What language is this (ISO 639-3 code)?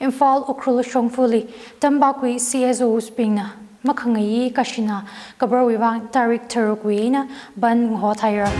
nmf